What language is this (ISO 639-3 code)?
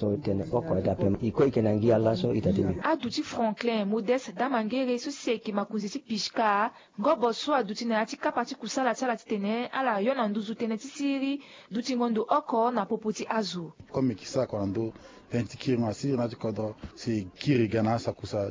sag